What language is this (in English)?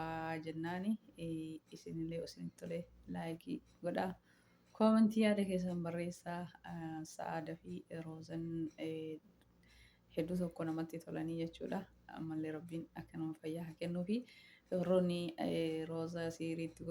Oromo